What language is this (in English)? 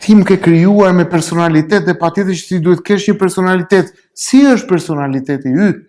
Albanian